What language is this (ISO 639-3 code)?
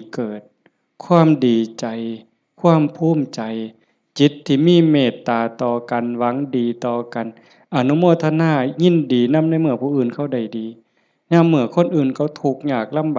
lao